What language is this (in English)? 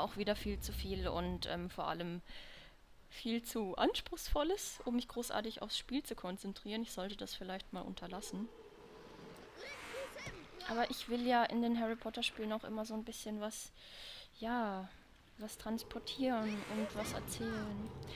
German